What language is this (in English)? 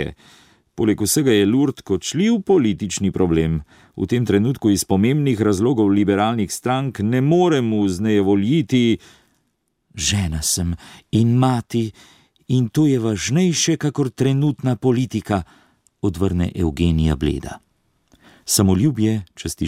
Slovenian